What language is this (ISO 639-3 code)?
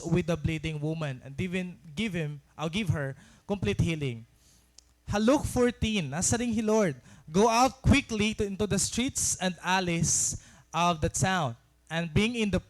war